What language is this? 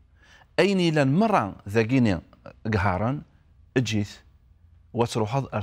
Kabyle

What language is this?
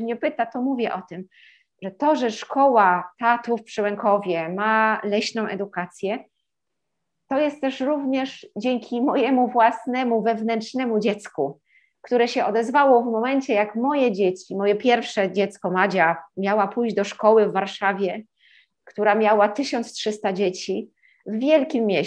Polish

